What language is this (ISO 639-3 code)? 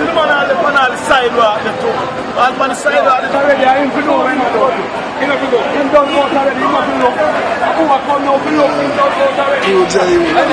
jam